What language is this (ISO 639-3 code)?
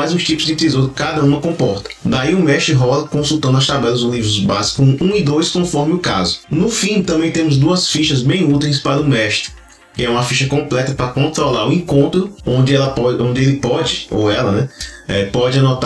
por